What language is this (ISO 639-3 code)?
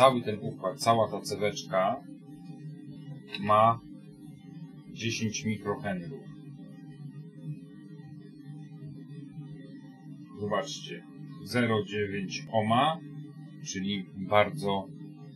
pol